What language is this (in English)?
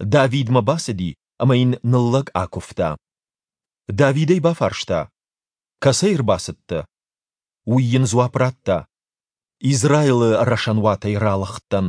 Ossetic